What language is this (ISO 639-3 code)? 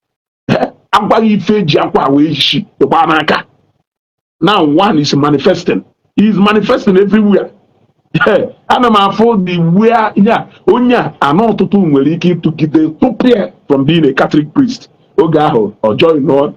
ibo